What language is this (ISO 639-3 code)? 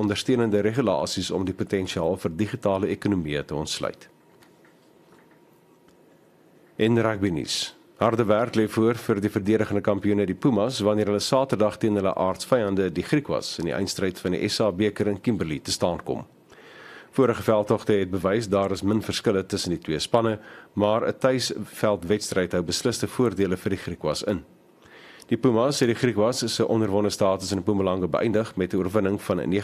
afr